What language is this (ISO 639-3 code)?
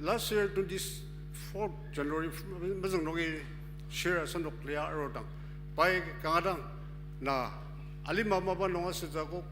njo